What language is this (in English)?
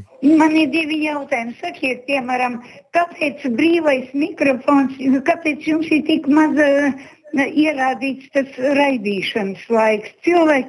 Latvian